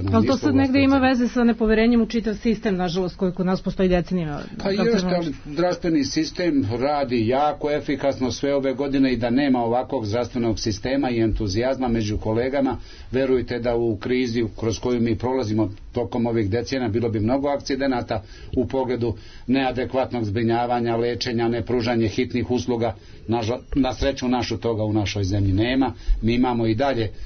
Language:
Serbian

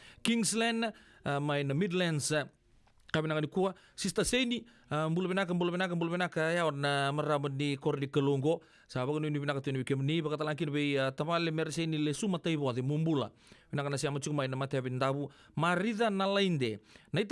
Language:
Fijian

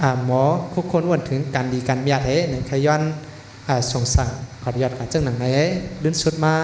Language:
Shan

